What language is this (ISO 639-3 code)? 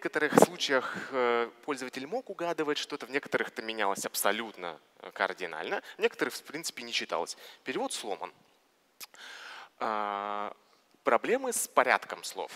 rus